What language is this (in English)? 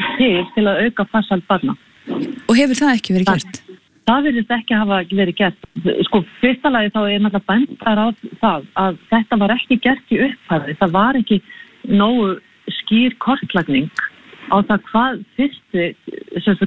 Icelandic